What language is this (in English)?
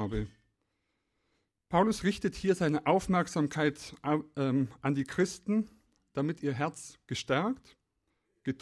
German